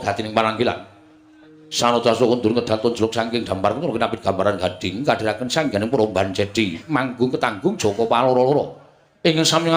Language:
Javanese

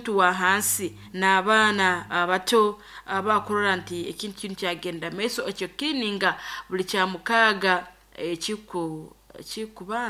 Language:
Nyoro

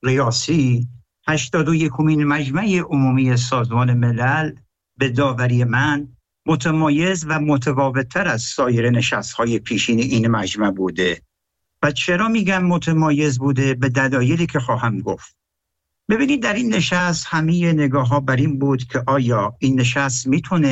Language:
Persian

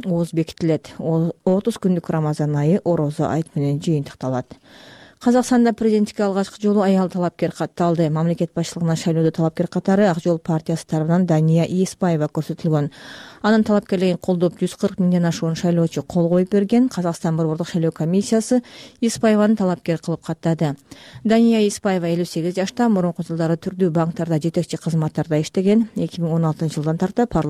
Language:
Kyrgyz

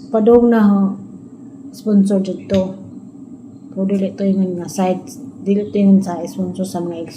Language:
Cebuano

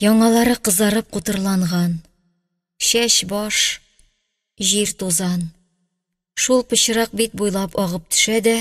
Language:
Tatar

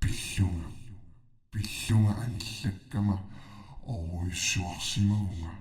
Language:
Kalaallisut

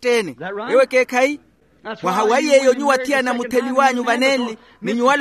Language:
Makhuwa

